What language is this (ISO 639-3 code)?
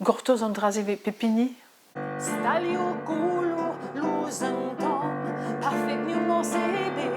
bre